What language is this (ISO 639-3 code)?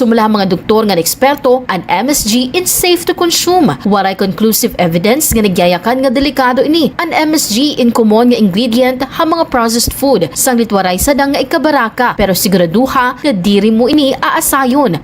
war